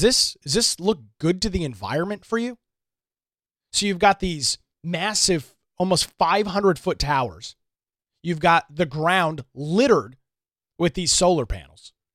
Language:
English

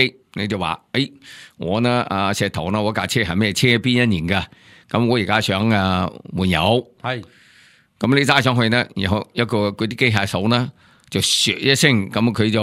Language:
Cantonese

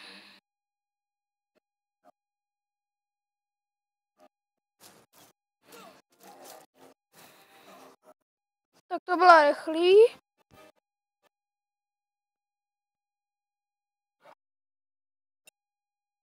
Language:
Czech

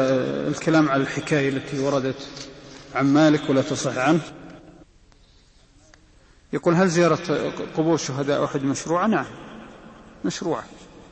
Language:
Arabic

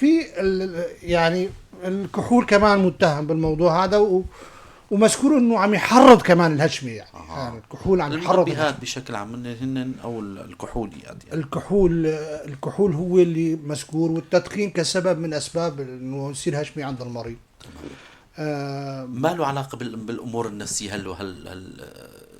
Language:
North Levantine Arabic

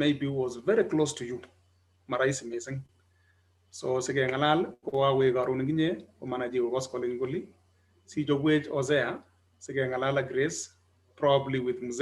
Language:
Kalenjin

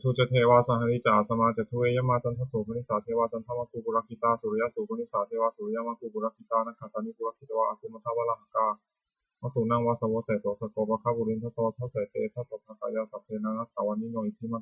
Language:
Pali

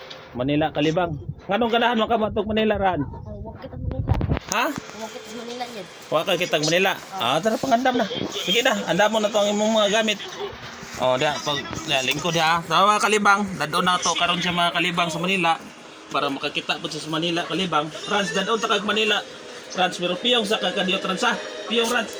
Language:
Cebuano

